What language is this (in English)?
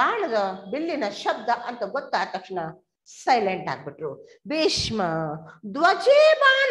Kannada